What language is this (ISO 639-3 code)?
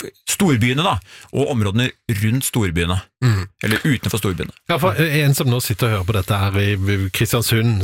nor